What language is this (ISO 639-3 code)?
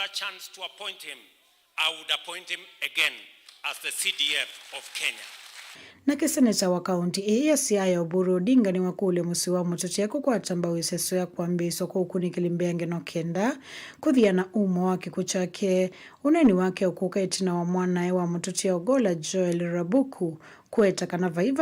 kam